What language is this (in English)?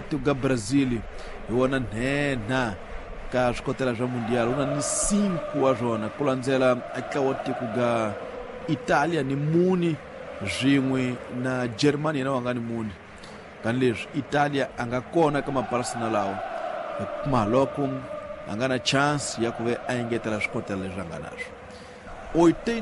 Tsonga